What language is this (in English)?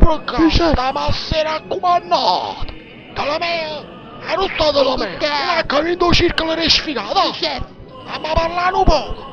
Neapolitan